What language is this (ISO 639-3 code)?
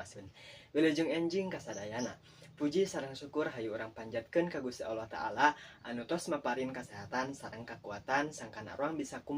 sun